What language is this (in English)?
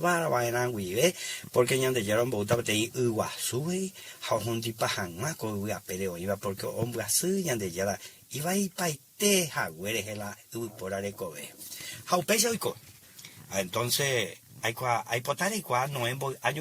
Guarani